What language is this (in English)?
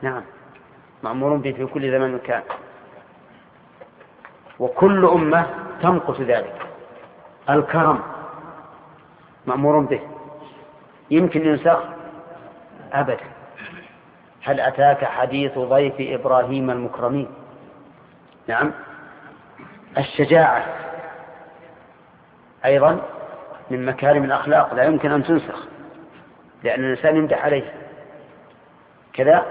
Arabic